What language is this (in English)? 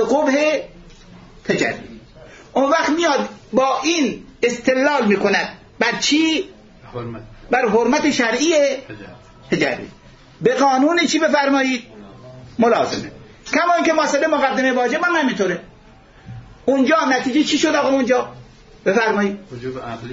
Persian